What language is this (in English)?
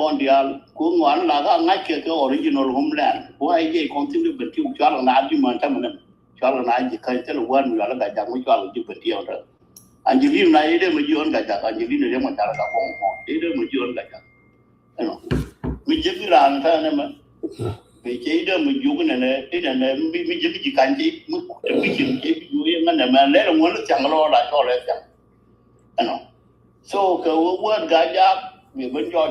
Nuer